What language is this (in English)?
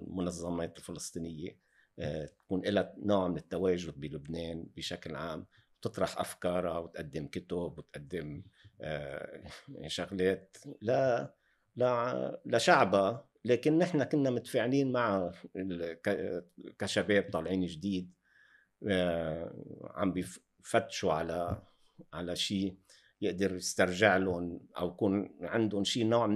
North Levantine Arabic